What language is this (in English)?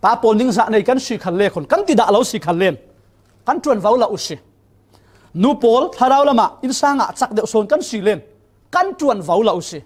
Falam Chin